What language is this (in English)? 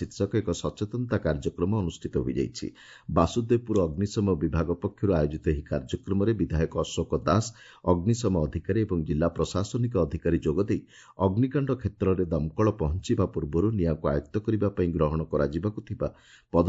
Odia